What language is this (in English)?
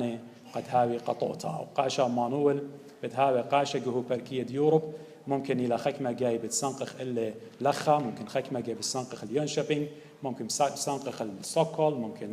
Assyrian Neo-Aramaic